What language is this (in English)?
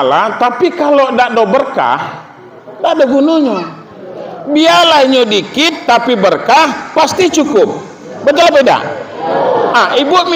Minangkabau